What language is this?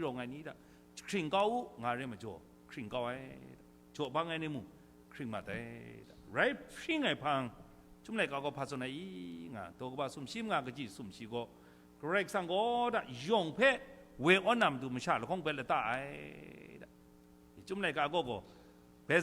Kachin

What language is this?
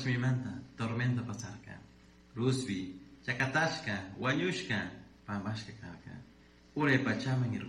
Chimborazo Highland Quichua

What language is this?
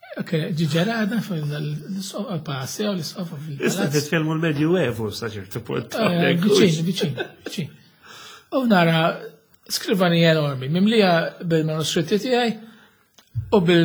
Maltese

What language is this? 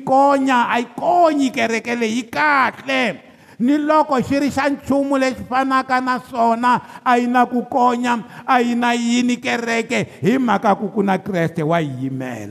Tsonga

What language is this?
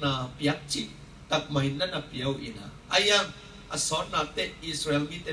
Tedim Chin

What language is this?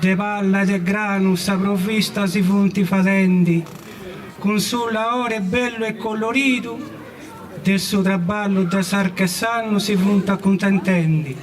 Sardinian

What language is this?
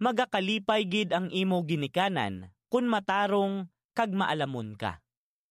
Hiligaynon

